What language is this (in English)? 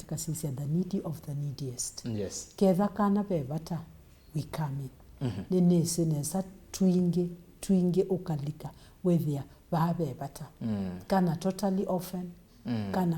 Kamba